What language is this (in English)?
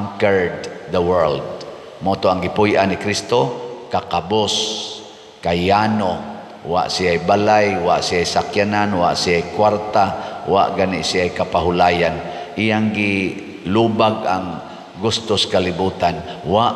Cebuano